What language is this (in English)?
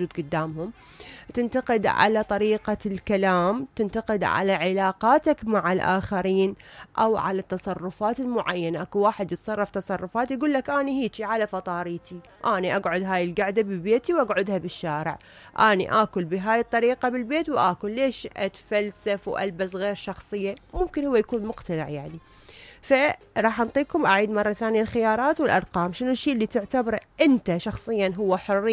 Mesopotamian Arabic